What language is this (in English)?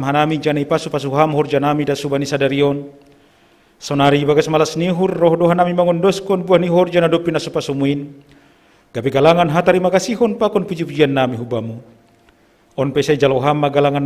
Batak Simalungun